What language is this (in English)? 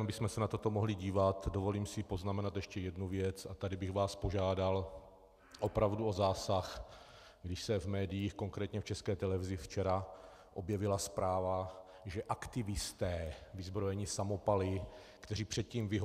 Czech